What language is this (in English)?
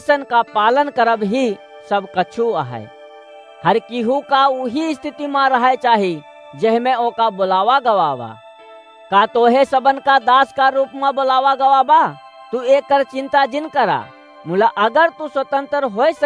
Awadhi